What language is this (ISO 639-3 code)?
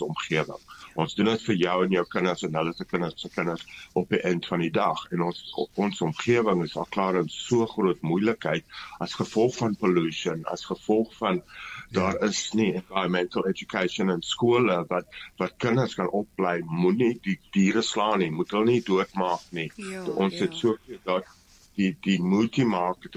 afr